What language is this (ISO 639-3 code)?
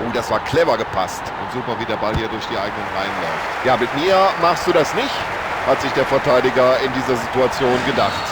bar